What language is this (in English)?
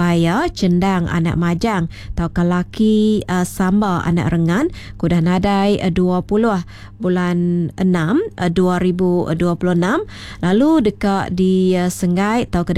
Iban